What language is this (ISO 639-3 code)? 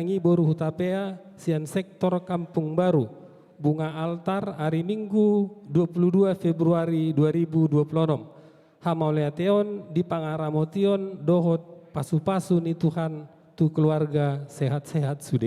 bbc